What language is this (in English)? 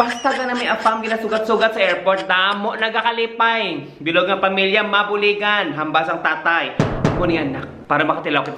Hiligaynon